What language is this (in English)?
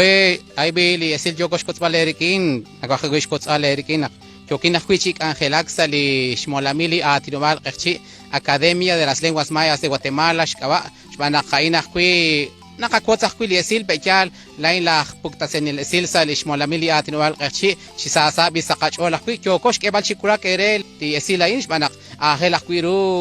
Kekchí